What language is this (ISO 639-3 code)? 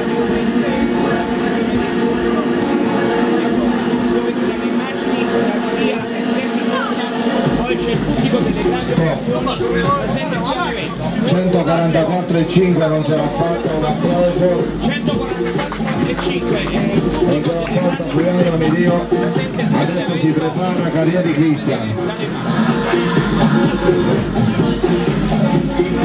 ita